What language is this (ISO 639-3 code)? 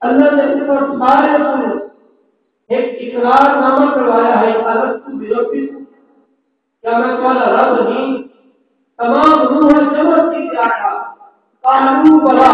skr